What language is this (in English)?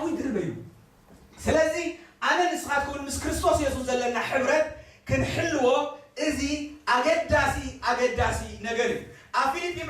Tigrinya